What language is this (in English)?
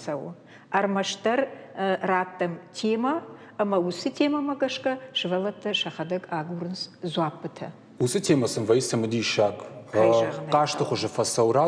Ossetic